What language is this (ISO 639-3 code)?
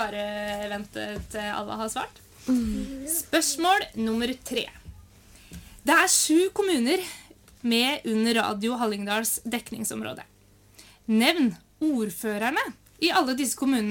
nor